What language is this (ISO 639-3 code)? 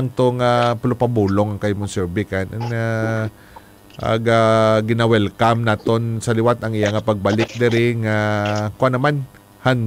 hil